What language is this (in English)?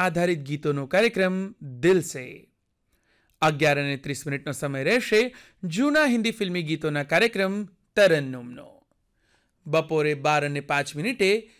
Gujarati